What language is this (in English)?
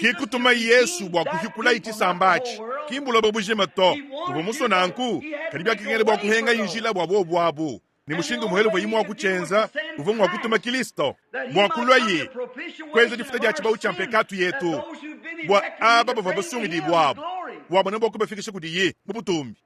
Luba-Lulua